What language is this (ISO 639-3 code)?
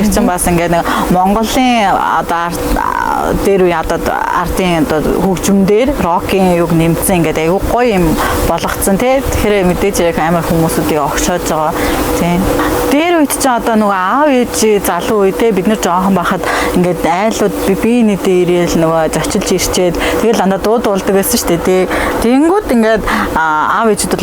mon